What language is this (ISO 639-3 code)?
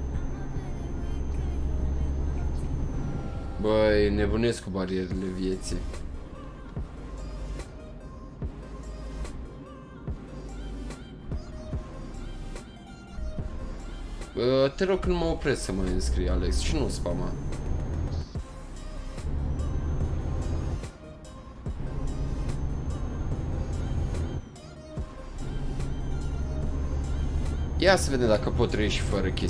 ron